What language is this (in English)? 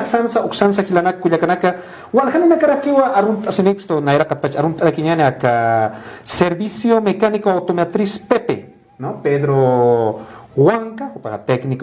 Aymara